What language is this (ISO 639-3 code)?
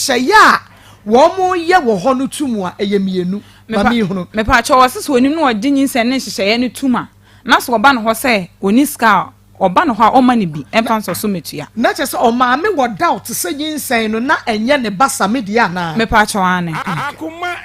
aka